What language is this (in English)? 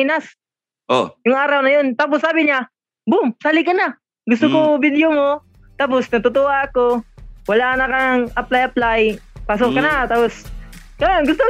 Filipino